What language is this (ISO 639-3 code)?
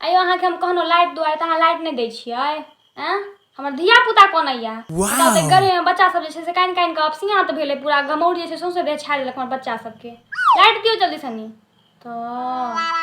mai